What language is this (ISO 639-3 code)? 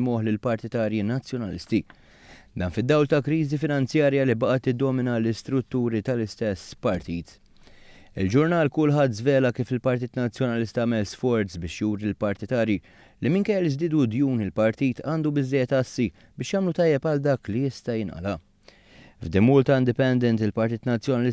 mlt